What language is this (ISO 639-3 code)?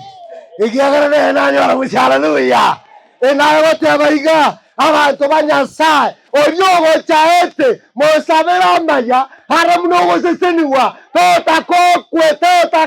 guz